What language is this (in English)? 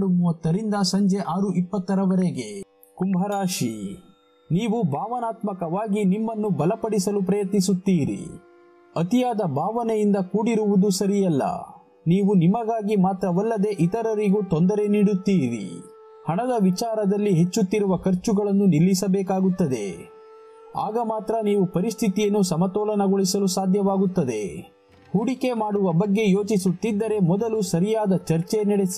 Kannada